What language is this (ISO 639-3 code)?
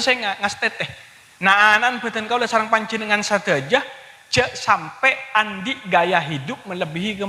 mad